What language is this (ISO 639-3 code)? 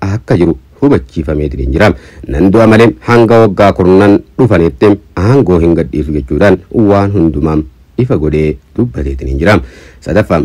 orm